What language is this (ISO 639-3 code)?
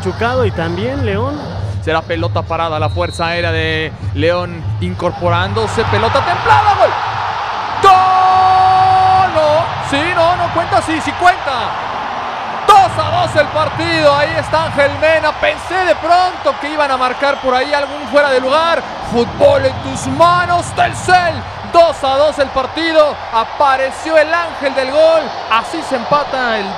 spa